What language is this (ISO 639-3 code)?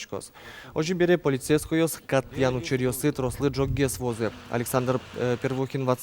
udm